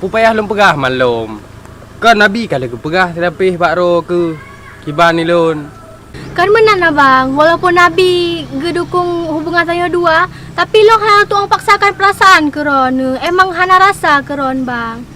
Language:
Achinese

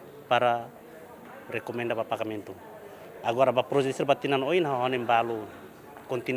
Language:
Tetum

